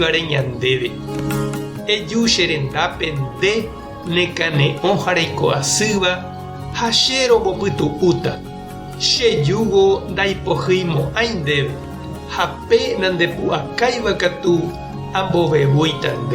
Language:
Guarani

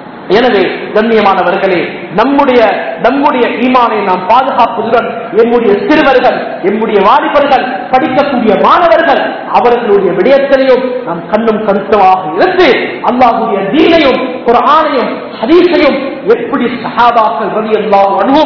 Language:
Tamil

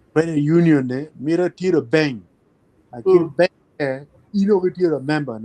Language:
Acoli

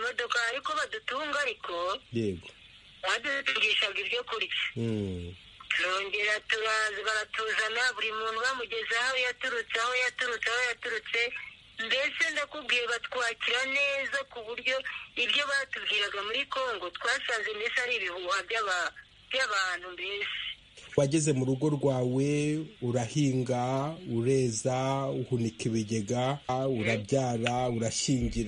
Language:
Kinyarwanda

